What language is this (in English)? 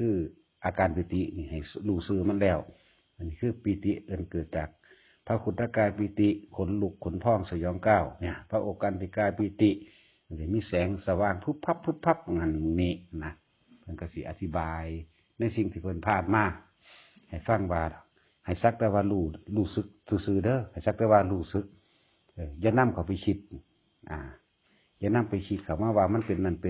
Northeastern Thai